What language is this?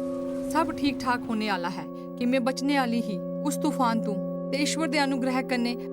Dogri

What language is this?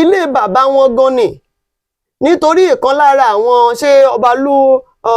Yoruba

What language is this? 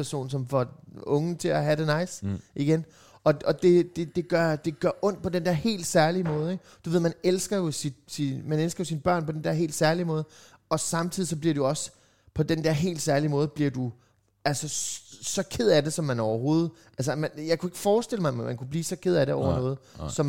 Danish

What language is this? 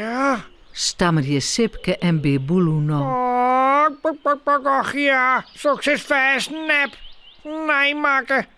Western Frisian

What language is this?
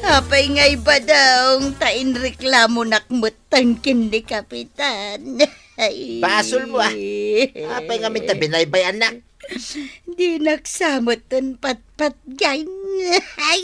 Iloko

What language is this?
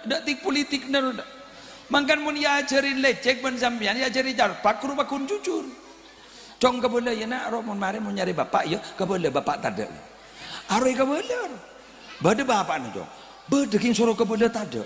Madurese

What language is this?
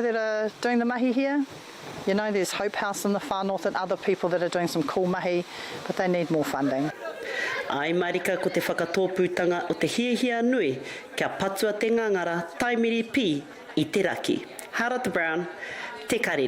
Māori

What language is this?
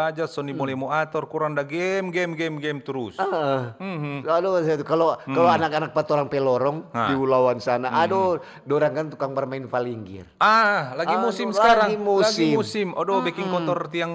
Manado Malay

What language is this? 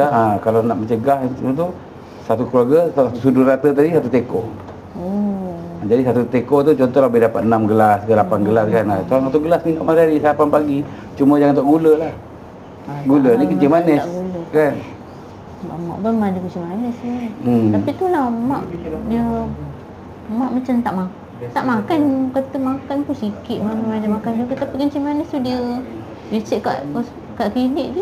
Malay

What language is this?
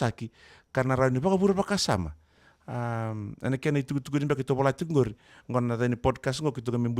Fijian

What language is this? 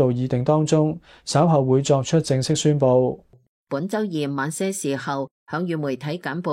Cantonese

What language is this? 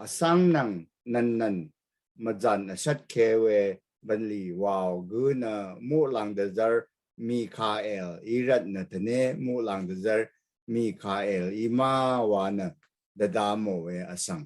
Rawang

